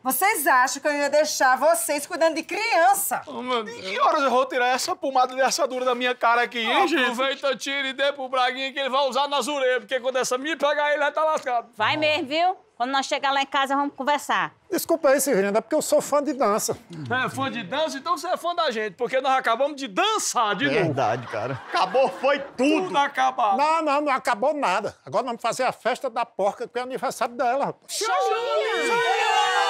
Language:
Portuguese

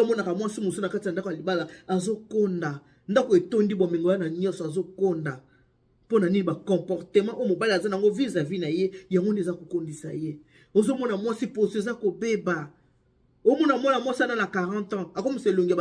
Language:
Lingala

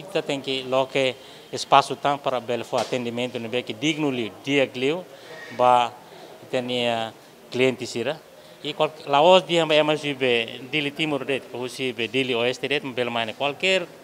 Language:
Tetum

